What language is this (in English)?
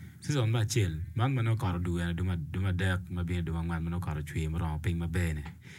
Acoli